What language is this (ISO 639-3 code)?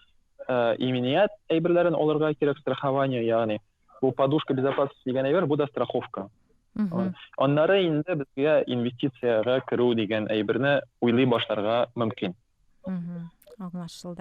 tat